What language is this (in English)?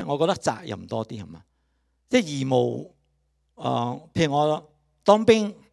Cantonese